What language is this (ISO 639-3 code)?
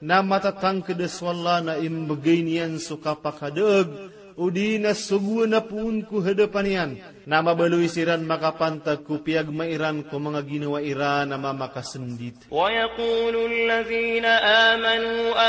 mrw